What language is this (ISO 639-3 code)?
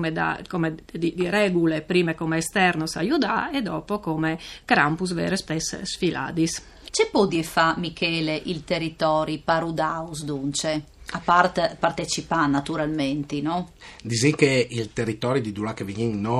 fur